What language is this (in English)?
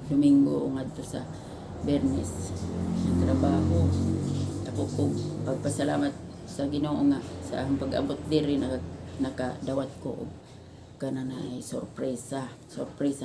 Cebuano